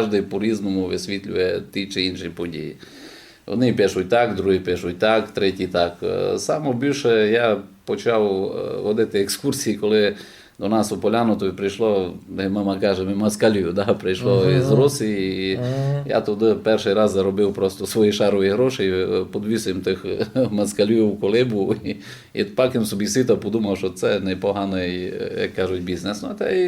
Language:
Rusyn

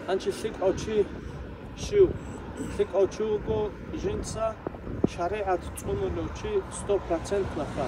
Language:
Avaric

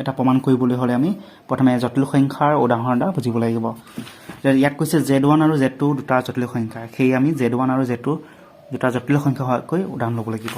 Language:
Assamese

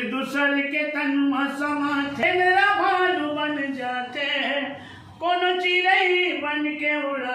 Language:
Chhattisgarhi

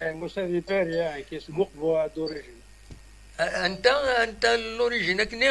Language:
Kabyle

